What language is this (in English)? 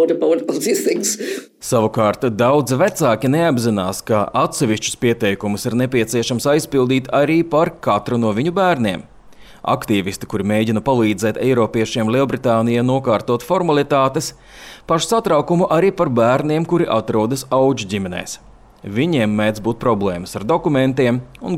Latvian